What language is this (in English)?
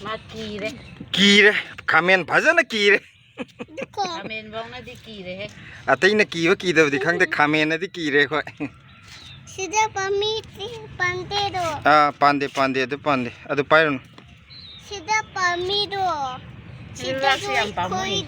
Manipuri